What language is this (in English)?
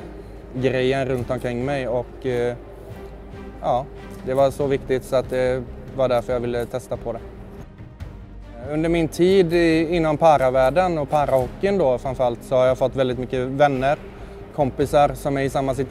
Swedish